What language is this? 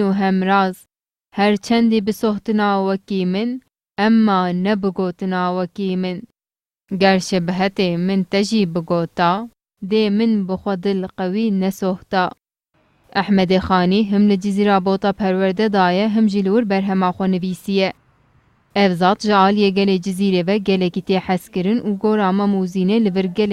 Kurdish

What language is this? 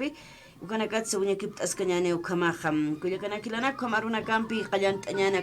Aymara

